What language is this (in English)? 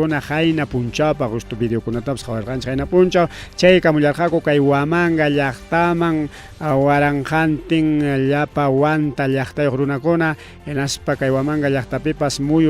Ayacucho Quechua